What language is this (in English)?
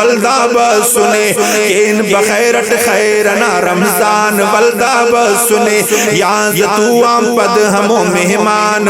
Brahui